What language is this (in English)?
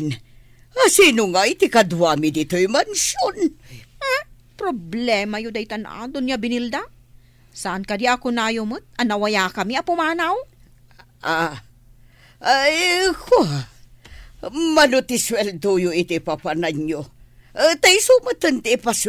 Iloko